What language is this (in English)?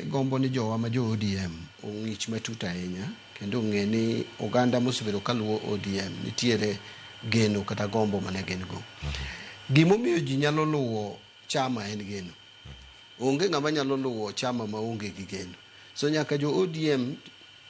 Luo (Kenya and Tanzania)